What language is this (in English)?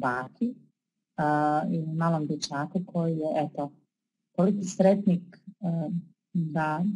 Croatian